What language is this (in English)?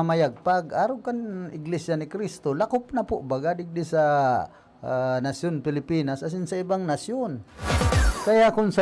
Bikol